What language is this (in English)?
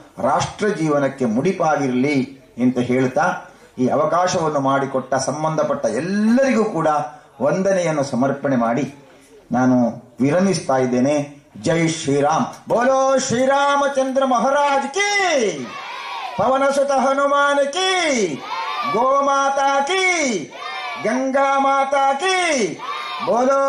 Kannada